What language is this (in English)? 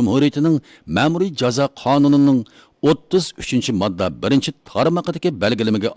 Uyghur